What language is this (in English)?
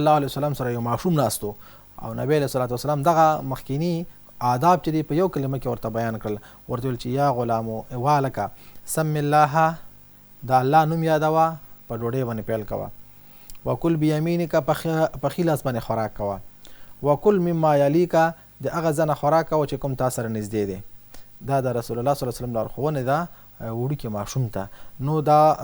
Pashto